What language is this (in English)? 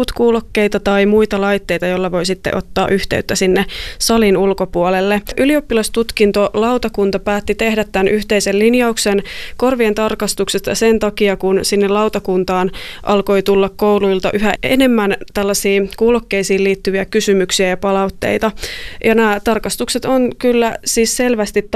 Finnish